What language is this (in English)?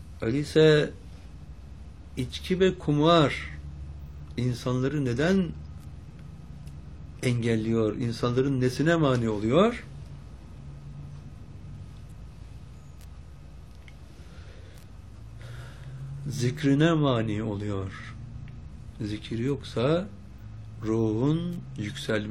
Turkish